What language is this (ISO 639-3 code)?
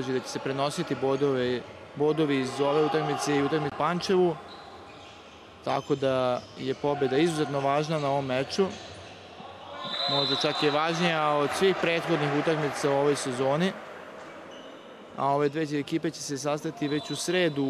srp